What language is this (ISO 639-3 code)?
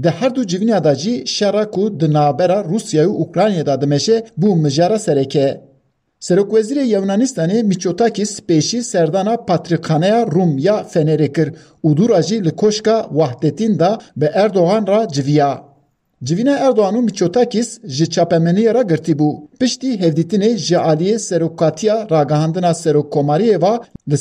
kur